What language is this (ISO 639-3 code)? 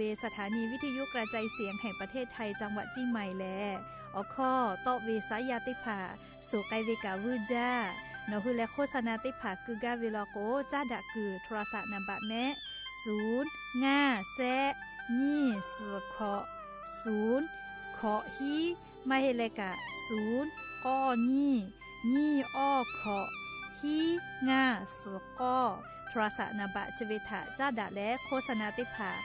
lhu